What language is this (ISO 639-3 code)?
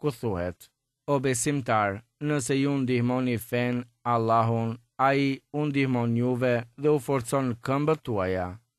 sqi